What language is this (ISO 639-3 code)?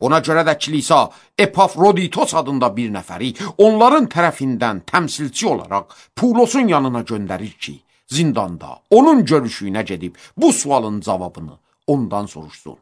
aze